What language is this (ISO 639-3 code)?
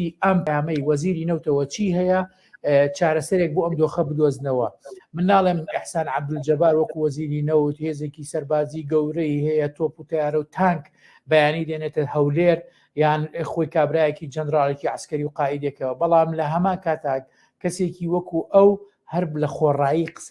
ckb